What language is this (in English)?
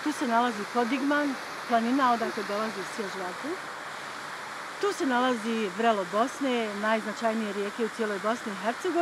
Bosnian